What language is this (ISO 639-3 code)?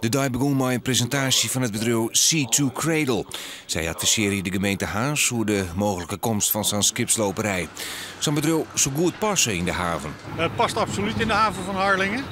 fry